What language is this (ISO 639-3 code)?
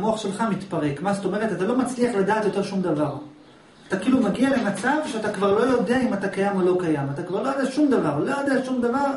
heb